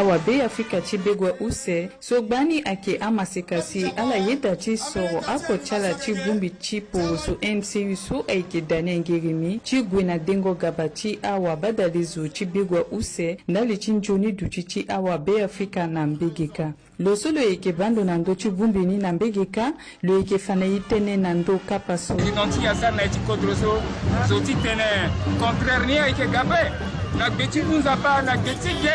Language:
Sango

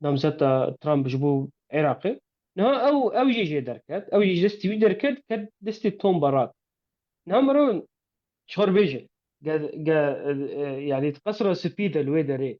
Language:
Kurdish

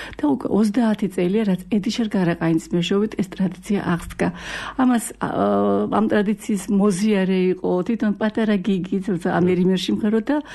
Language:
Georgian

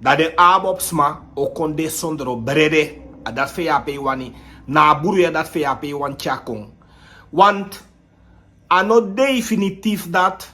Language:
Sranan Tongo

